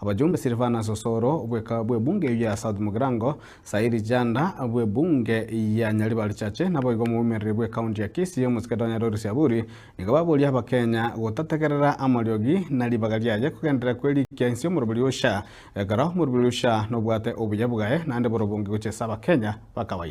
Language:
Gusii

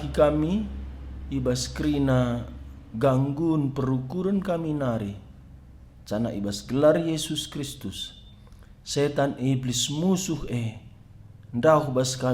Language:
Batak Karo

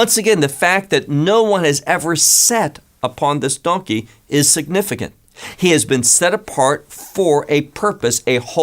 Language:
English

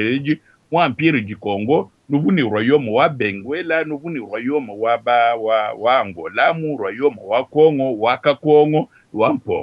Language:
Luba-Lulua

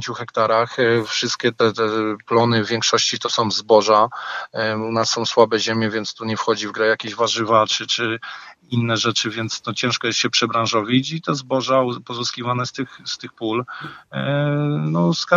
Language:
Polish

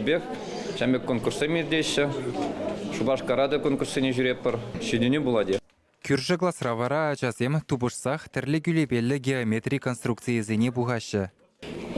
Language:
Chuvash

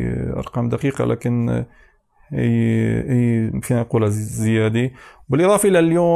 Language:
North Levantine Arabic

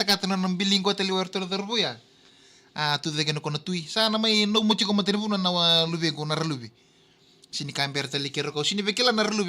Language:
Fijian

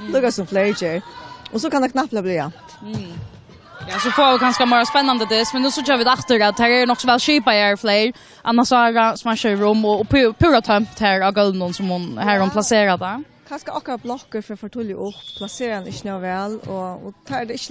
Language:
Faroese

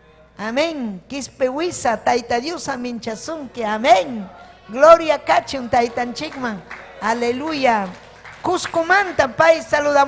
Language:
Ayacucho Quechua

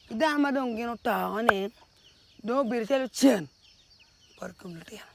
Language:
Acoli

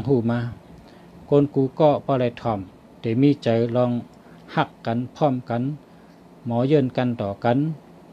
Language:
Shan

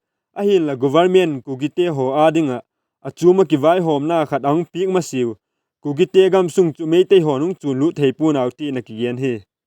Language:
Vaiphei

